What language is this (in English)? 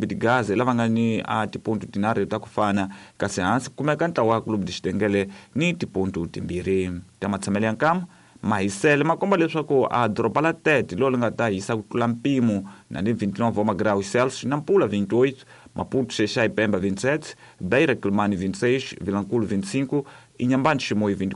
Tsonga